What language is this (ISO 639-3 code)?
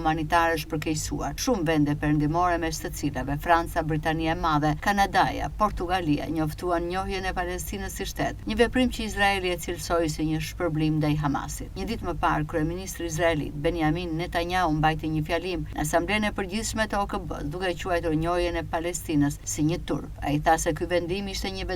sqi